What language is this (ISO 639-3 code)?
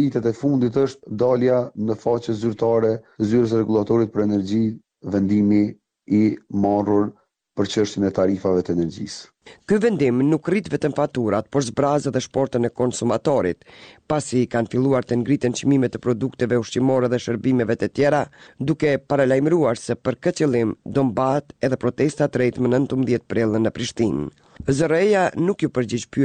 sqi